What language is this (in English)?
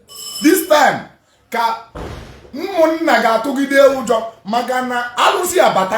Igbo